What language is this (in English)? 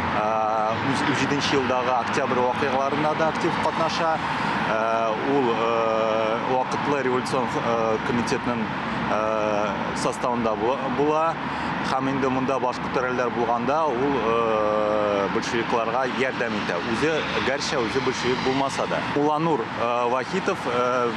Tatar